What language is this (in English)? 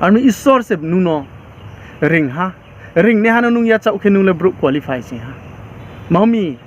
Riang (India)